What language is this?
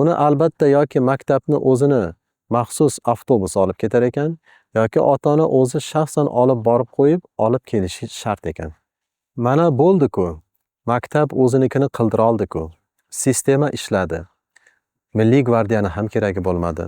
Uzbek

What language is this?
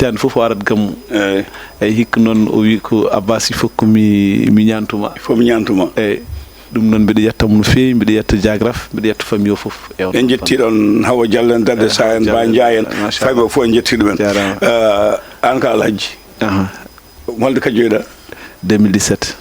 Fula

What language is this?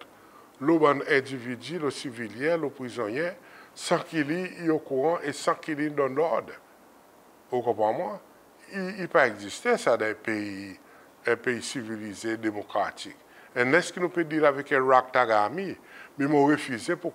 Seselwa Creole French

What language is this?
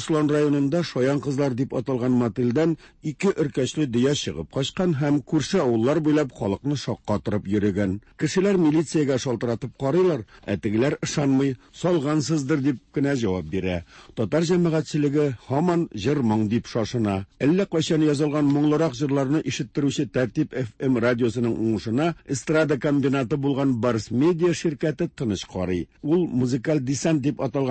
Tatar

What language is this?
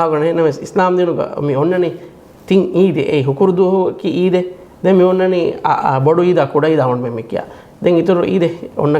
Divehi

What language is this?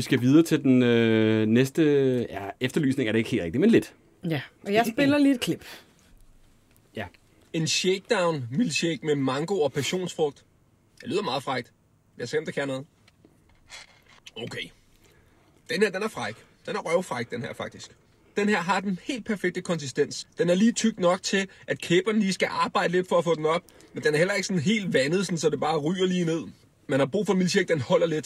Danish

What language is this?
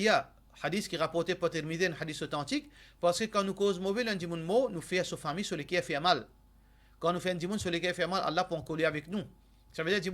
Morisyen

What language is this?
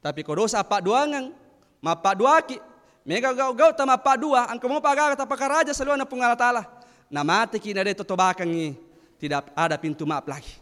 Buginese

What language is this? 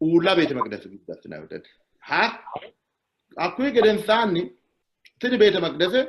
Sidamo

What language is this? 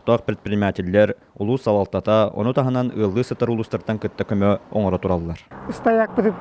Yakut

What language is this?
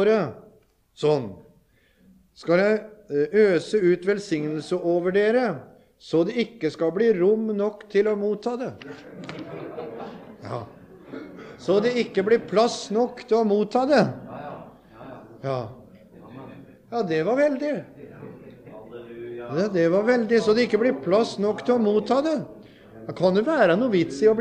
Norwegian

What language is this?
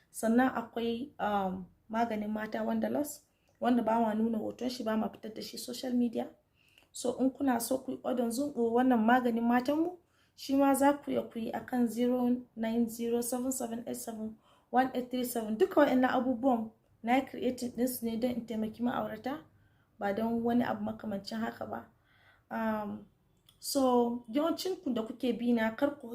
Hausa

